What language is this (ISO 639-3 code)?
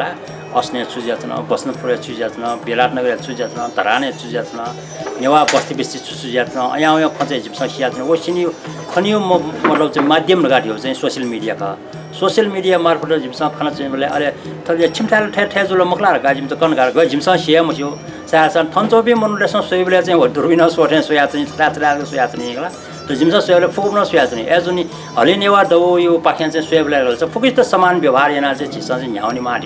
new